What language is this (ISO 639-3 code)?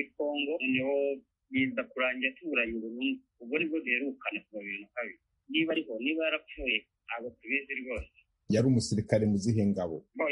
kin